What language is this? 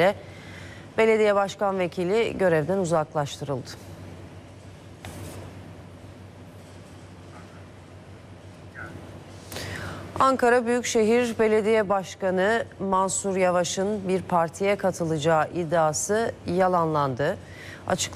Turkish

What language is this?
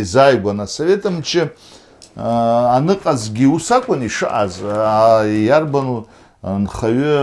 Abkhazian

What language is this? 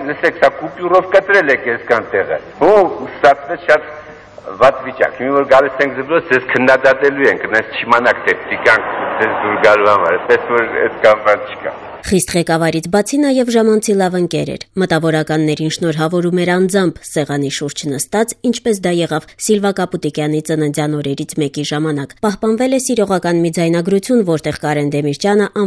Armenian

